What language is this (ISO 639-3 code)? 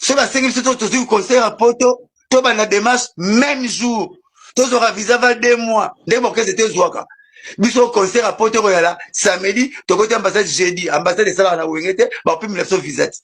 lin